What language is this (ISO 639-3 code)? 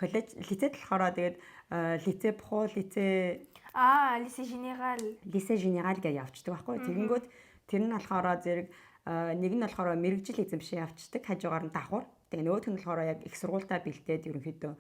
mon